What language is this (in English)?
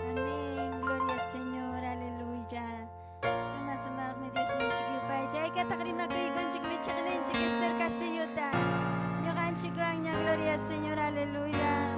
Ayacucho Quechua